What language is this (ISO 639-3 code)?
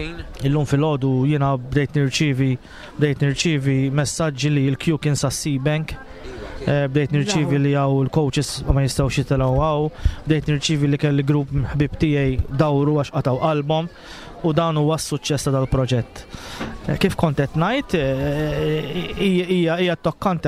mlt